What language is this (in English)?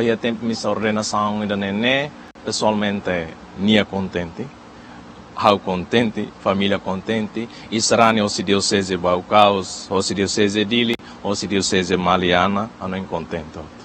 Tetum